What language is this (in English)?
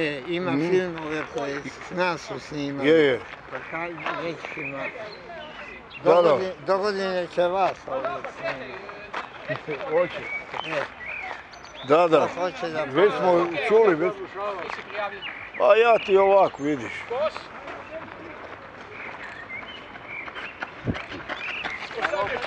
Croatian